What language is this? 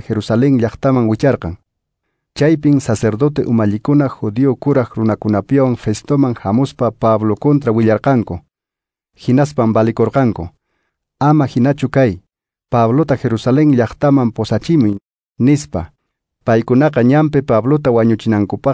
Quechua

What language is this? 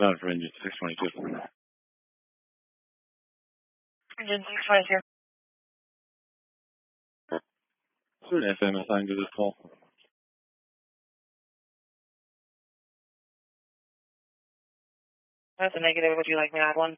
English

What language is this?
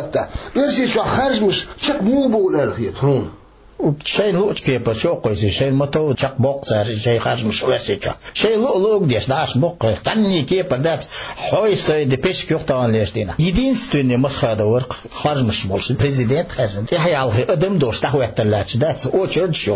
Chechen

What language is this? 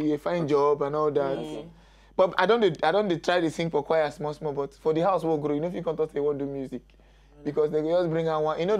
Nigerian Pidgin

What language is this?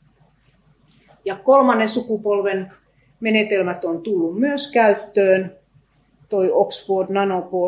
Finnish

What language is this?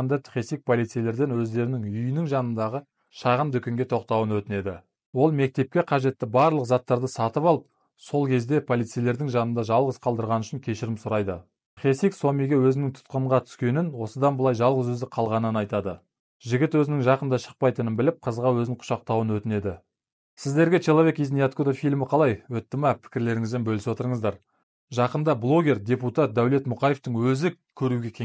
Kazakh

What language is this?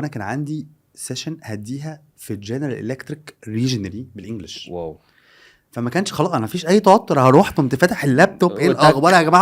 Egyptian Arabic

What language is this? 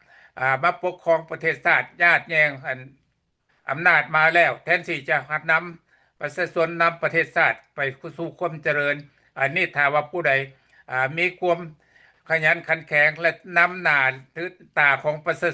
Lao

